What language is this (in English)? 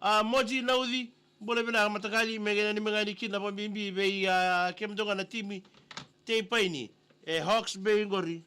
Fijian